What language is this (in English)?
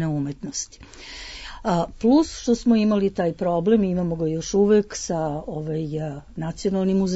Serbian